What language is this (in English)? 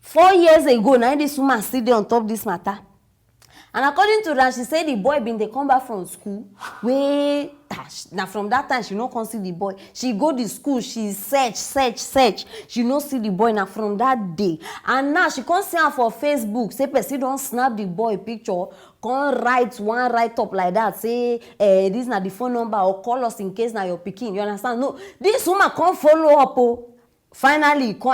Nigerian Pidgin